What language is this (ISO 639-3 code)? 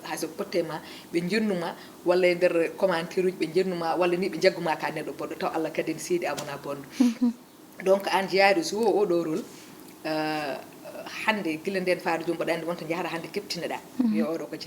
ful